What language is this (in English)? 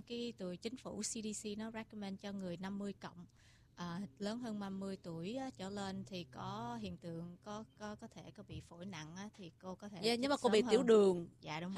Vietnamese